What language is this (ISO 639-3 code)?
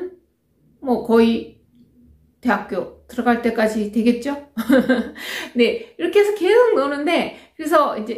kor